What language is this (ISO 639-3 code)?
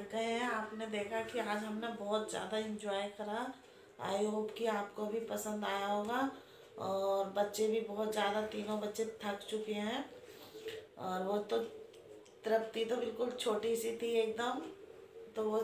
hin